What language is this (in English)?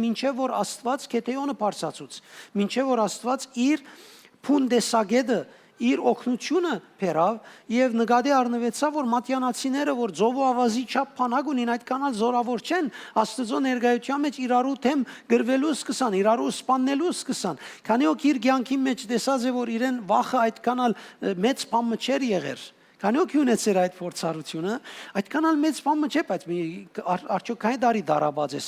Western Armenian